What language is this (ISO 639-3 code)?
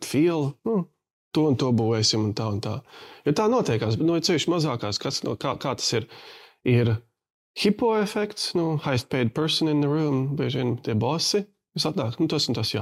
lav